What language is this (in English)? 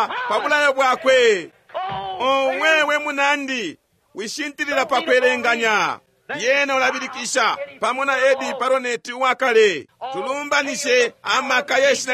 Bemba